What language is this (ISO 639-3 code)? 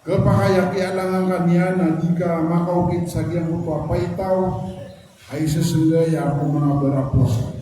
mrw